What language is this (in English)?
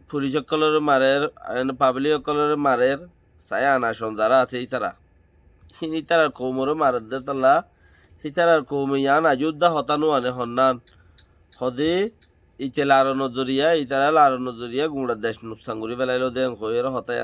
Rohingya